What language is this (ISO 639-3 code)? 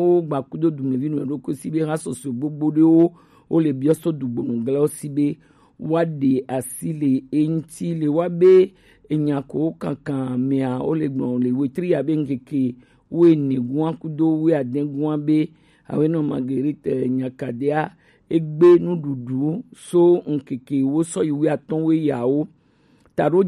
gej